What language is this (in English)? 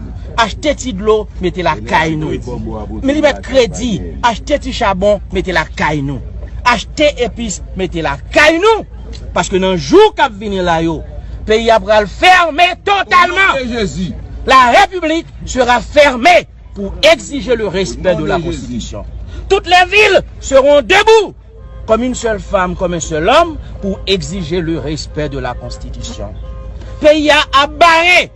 Haitian Creole